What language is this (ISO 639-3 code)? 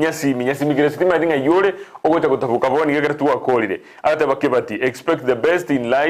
guz